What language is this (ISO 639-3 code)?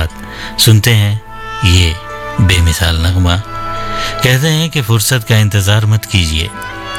hin